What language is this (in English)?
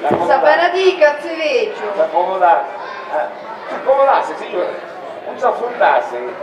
Sicilian